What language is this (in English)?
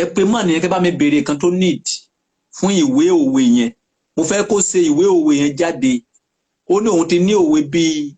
Yoruba